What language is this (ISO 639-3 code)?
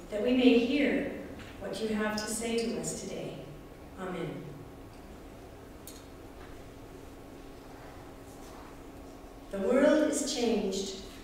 eng